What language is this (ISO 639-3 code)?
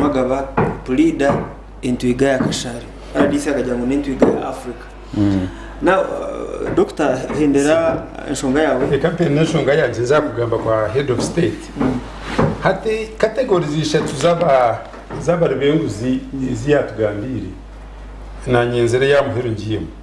nyn